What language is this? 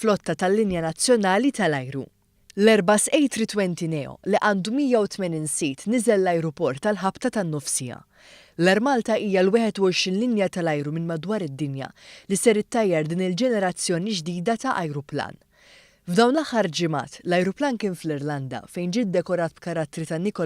Maltese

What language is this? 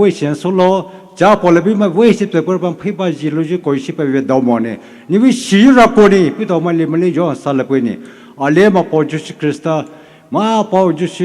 Poumei Naga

